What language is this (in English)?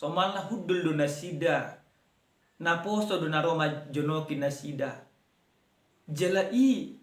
Batak Toba